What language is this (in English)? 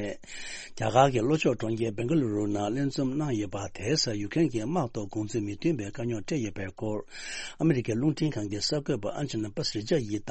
Tibetan